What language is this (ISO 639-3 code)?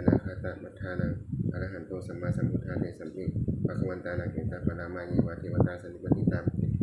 pli